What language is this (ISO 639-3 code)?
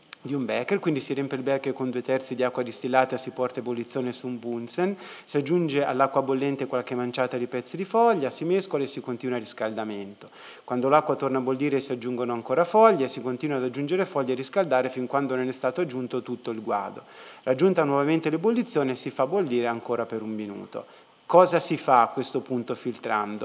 ita